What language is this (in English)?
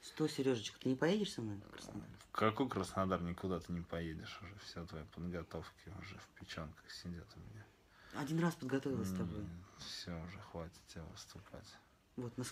Russian